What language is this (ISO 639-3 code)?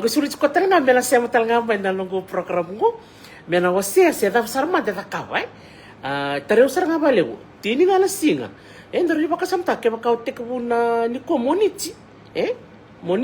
fij